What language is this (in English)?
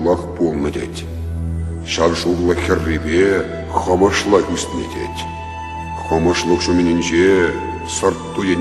Chuvash